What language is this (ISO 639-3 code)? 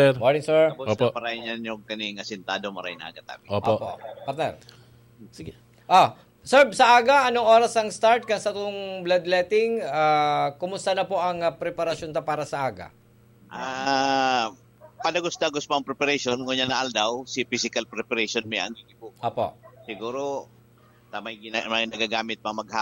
bik